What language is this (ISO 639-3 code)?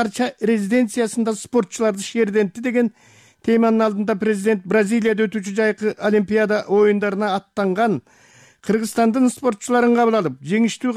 kir